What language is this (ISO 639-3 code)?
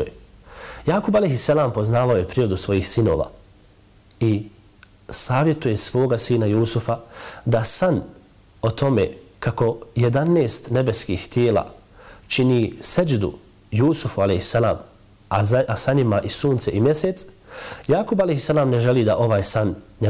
bos